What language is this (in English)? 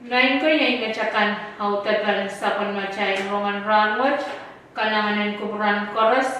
Pohnpeian